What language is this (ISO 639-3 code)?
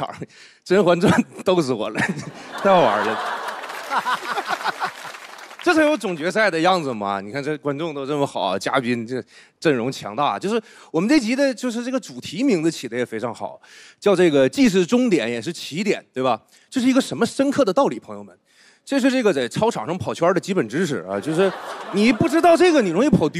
zho